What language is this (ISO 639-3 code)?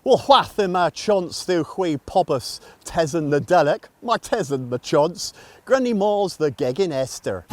cor